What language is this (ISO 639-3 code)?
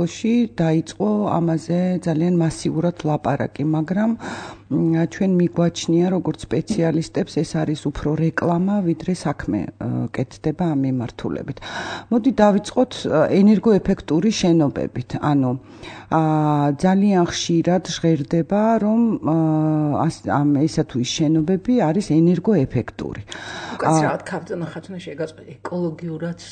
kat